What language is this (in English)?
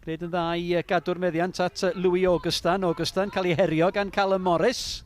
Welsh